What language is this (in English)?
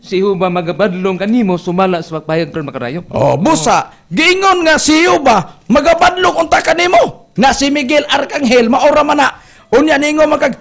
Cebuano